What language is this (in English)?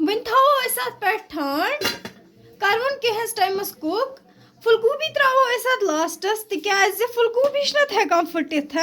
Kashmiri